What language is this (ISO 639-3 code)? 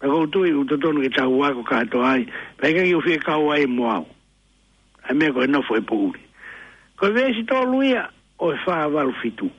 ton